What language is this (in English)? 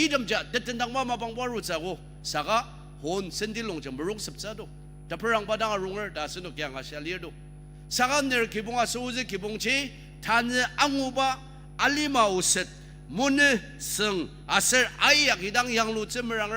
Ao Naga